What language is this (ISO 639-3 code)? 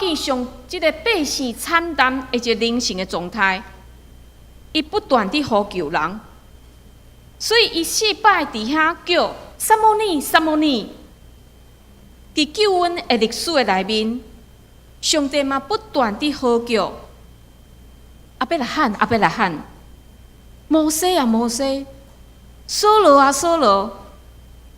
nan